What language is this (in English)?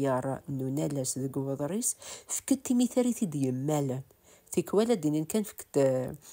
Kabyle